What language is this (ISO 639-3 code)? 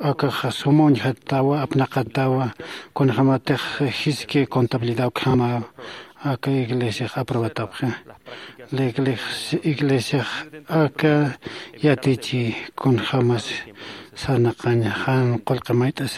aym